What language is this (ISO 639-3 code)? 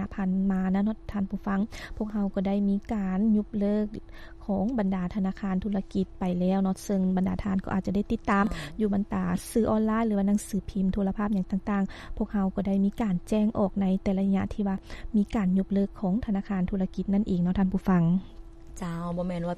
lao